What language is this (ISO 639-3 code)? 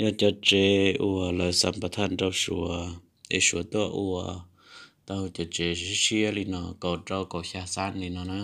hmn